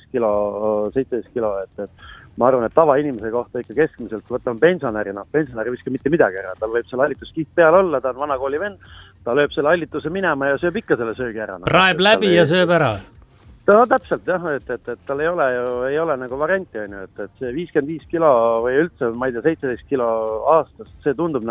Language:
Estonian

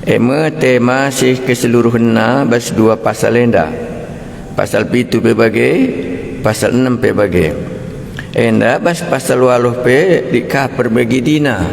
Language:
Batak Karo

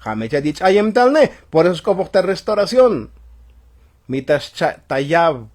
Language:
Tzotzil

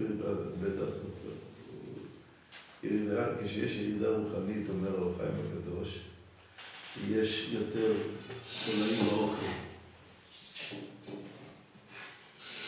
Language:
Hebrew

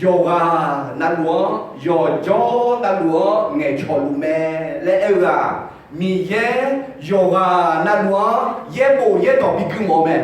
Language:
Akha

